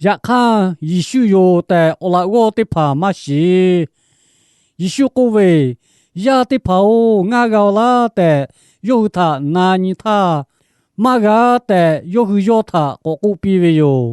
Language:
Lahu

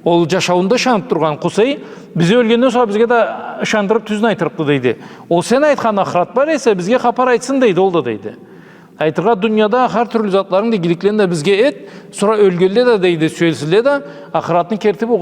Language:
Karachay-Balkar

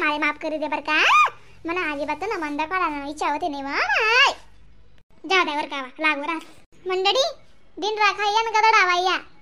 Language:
Khandesi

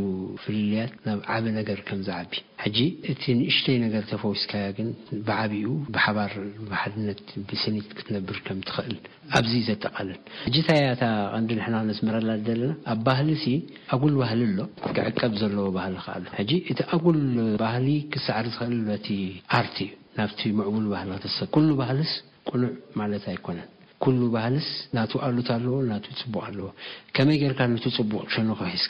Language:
Tigrinya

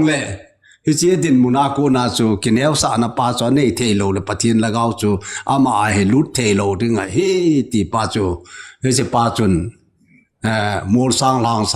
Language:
Thado Chin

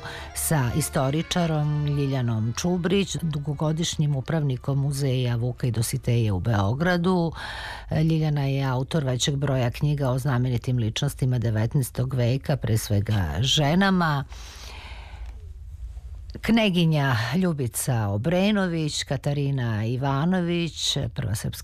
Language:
Serbian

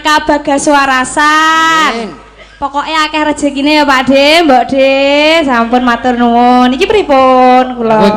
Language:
Javanese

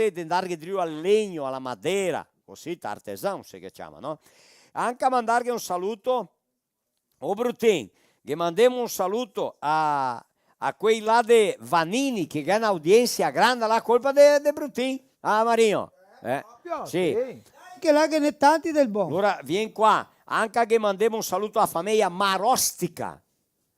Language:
Venetian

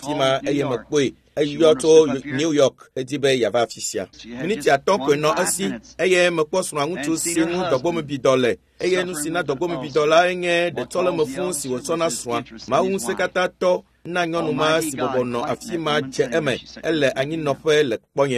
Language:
Ewe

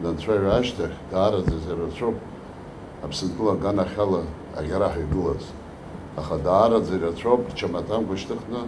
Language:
Abkhazian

